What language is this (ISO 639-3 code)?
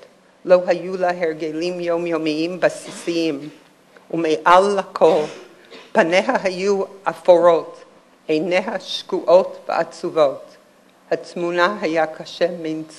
heb